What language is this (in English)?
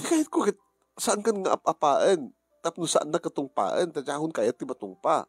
Iloko